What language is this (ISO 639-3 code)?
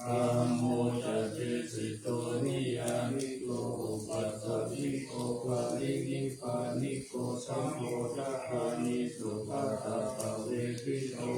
pli